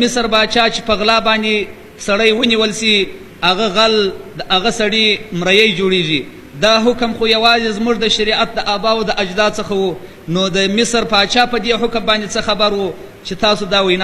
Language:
Pashto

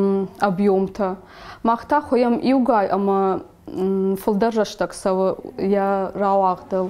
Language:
Ossetic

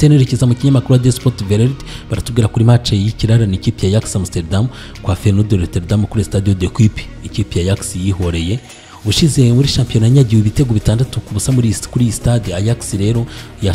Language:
Kinyarwanda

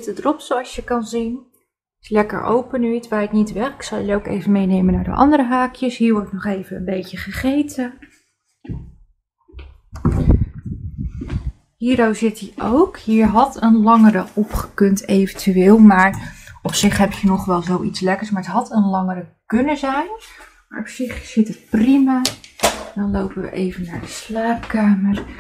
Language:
Dutch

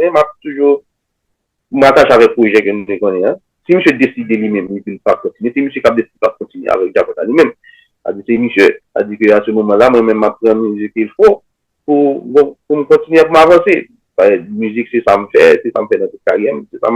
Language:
Haitian Creole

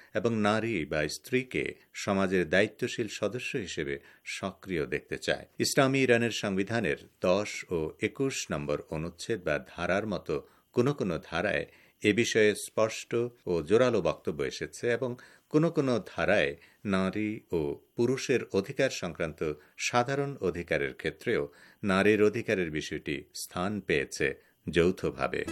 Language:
Bangla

